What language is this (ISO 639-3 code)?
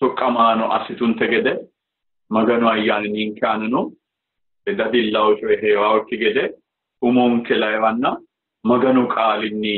sid